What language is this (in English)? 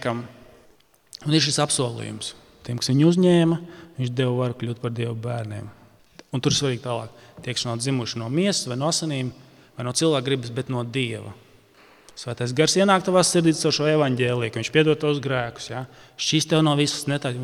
Latvian